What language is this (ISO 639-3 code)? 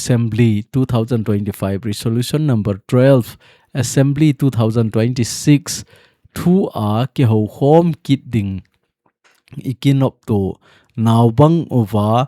tcz